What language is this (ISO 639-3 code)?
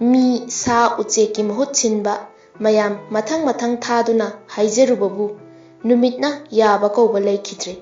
mni